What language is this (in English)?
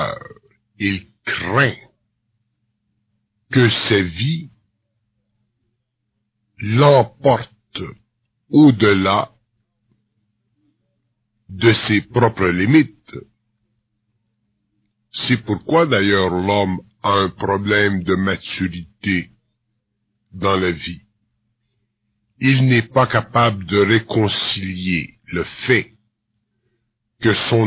French